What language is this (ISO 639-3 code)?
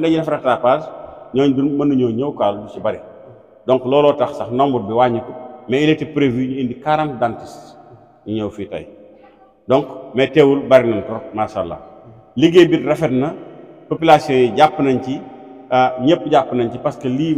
wol